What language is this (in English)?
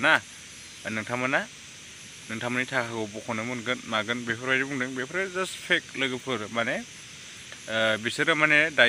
Bodo